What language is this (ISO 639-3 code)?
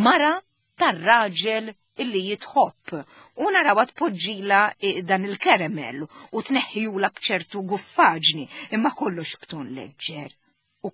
mlt